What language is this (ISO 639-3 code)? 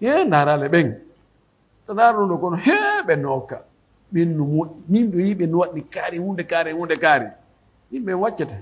fuf